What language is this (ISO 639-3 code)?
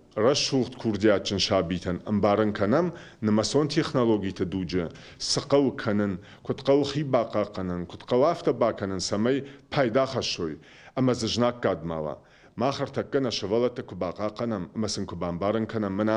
oss